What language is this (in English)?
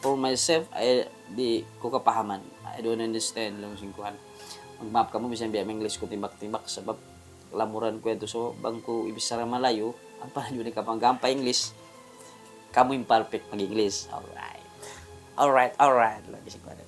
Tausug